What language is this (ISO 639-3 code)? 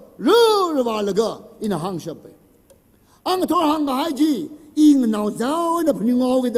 nmf